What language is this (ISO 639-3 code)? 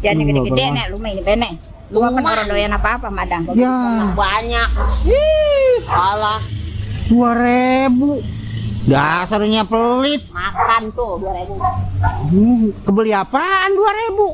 bew